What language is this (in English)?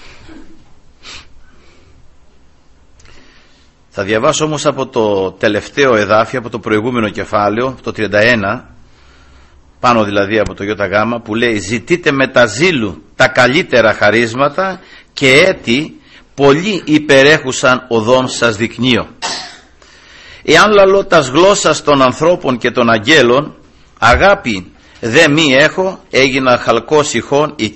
Greek